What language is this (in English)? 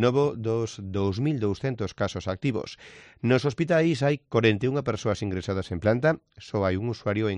Galician